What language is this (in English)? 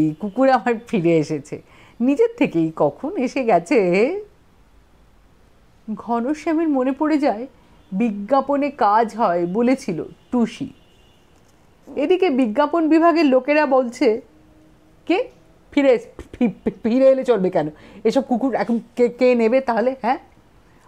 Bangla